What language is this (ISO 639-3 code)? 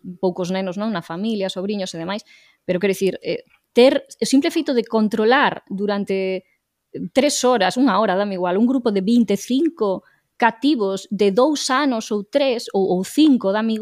glg